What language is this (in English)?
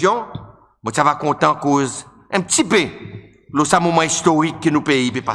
Seselwa Creole French